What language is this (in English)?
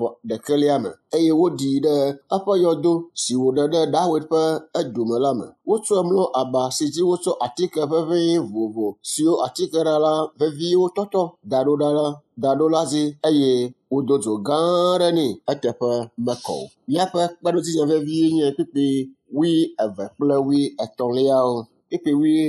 Ewe